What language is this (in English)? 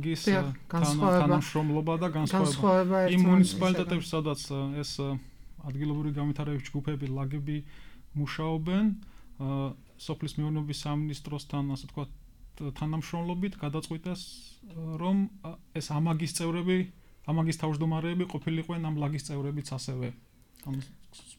Georgian